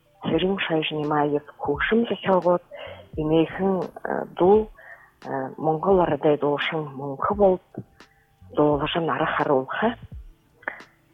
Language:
Buriat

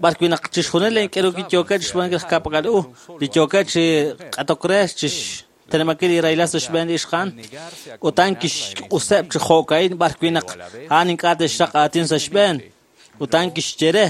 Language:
Kekchí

